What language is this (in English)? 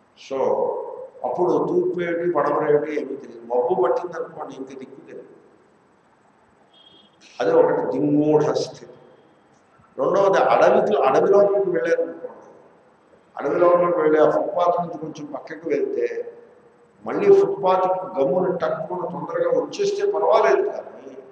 Telugu